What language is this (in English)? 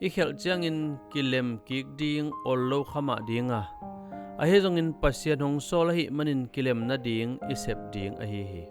Tedim Chin